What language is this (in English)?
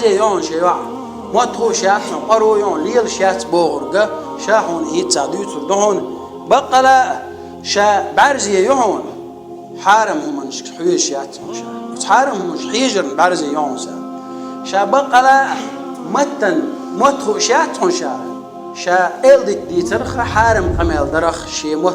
Chechen